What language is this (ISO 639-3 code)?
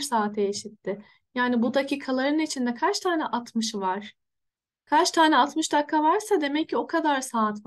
tur